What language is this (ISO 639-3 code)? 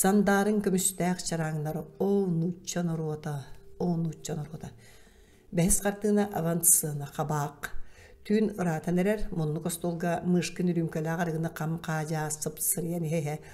sah